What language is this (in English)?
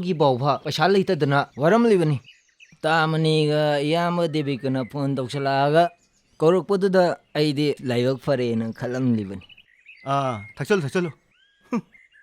Manipuri